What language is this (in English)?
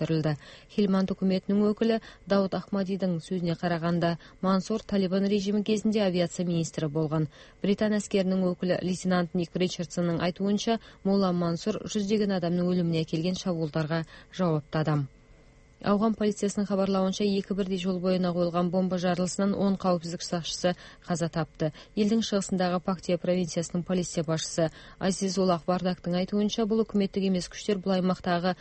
Kazakh